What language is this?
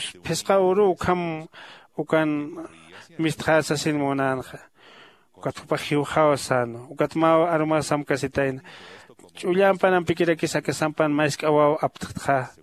Aymara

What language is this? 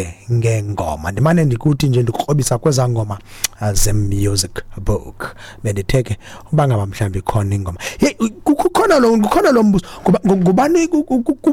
Xhosa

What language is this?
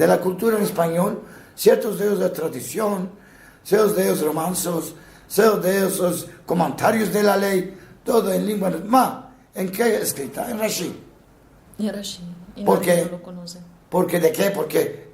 Ladino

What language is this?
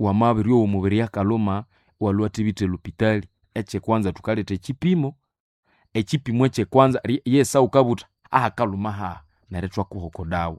Nande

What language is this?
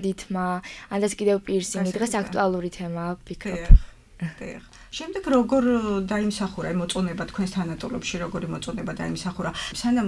Georgian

